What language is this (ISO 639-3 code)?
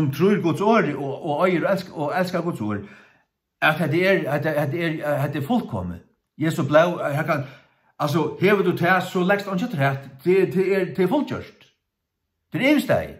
fao